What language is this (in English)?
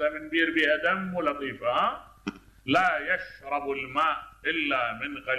Mesopotamian Arabic